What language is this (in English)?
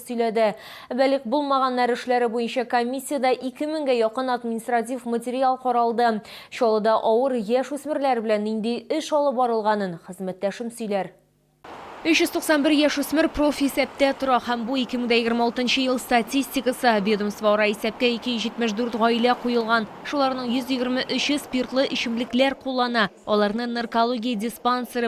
Tatar